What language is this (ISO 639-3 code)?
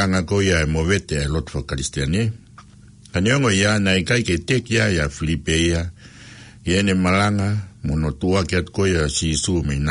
ton